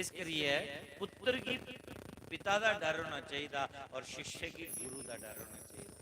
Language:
Dogri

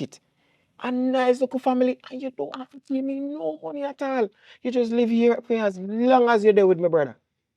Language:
Jamaican Creole English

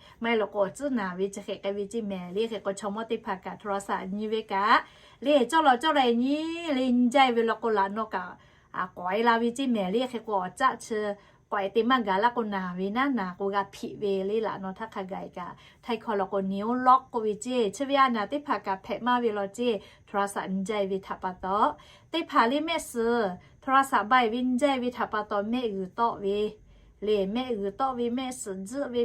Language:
Lahu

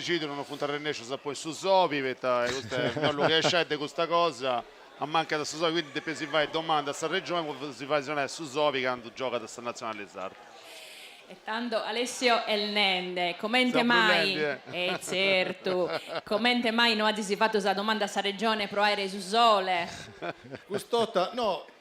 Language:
Sardinian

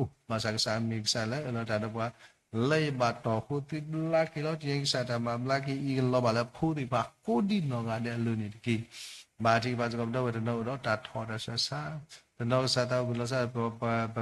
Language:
S'gaw Karen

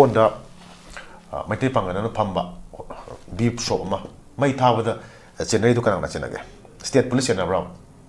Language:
Manipuri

